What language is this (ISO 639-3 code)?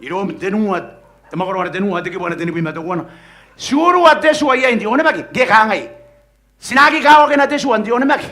gil